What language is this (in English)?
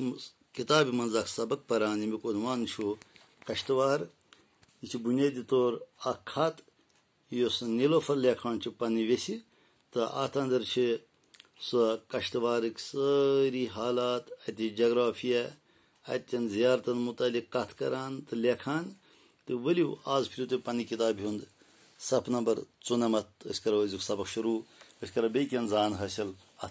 Kashmiri